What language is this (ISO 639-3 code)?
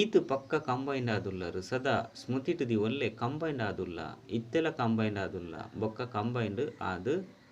tcy